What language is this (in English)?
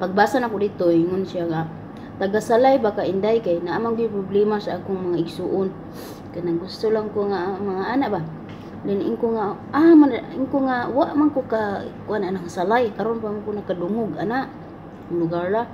Cebuano